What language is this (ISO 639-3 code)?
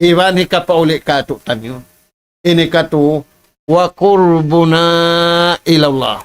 tsg